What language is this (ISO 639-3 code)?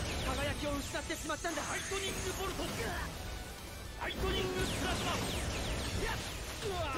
jpn